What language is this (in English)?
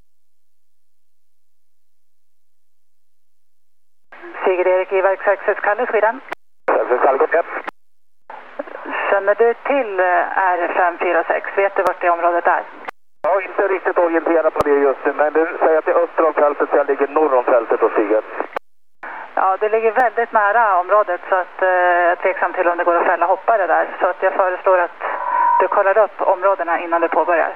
Swedish